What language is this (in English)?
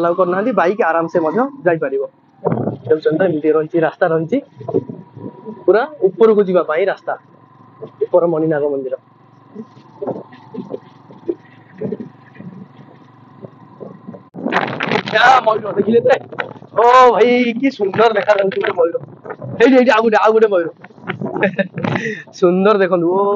Odia